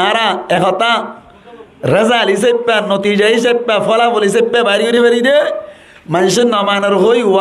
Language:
Rohingya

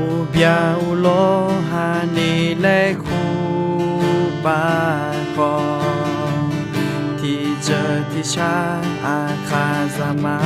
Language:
Akha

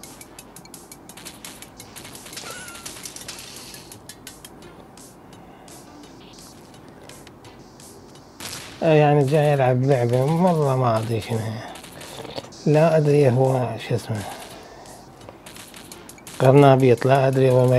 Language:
Mesopotamian Arabic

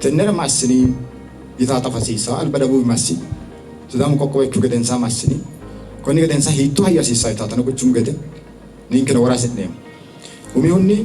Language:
Sidamo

